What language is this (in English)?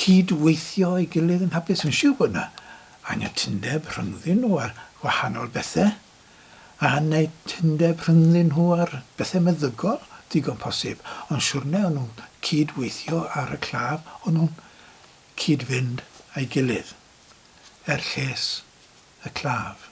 Welsh